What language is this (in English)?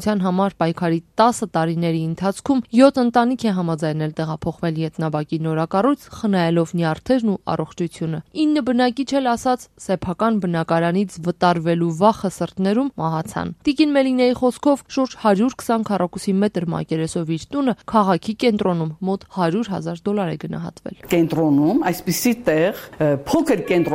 Armenian